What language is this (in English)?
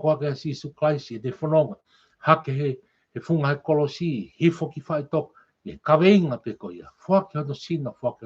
Tongan